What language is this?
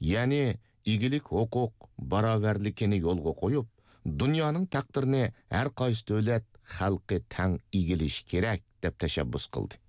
Uyghur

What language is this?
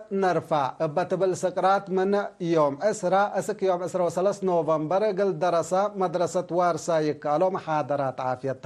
Tigre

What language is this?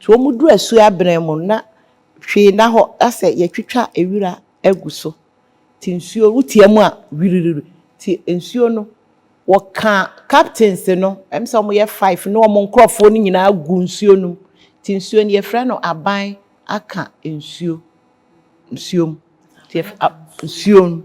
Akan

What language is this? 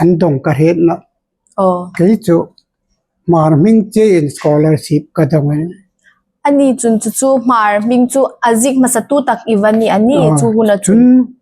Hmar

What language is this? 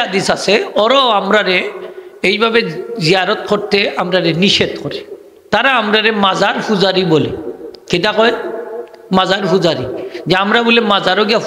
Sylheti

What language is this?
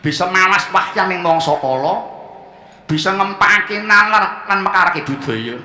Javanese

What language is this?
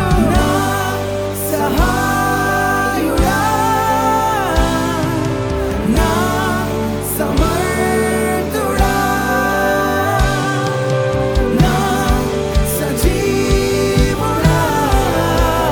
Telugu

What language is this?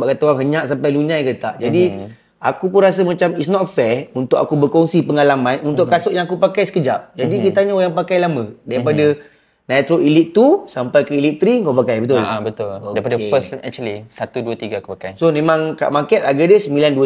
Malay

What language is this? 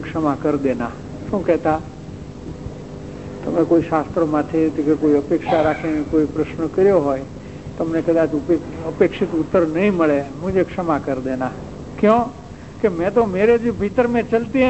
Gujarati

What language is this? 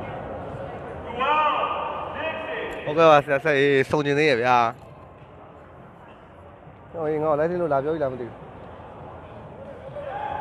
Burmese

